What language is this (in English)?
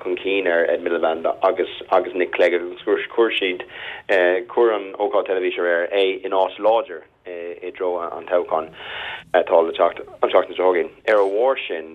Irish